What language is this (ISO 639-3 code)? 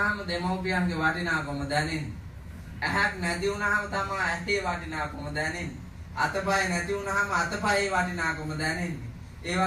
sin